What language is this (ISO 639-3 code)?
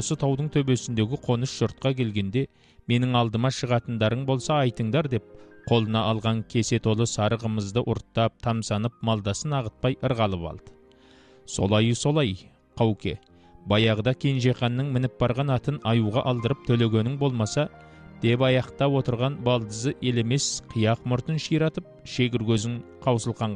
kaz